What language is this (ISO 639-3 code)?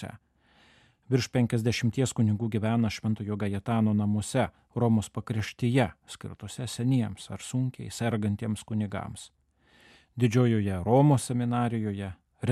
lit